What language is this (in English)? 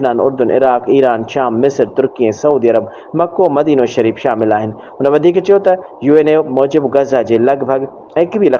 Sindhi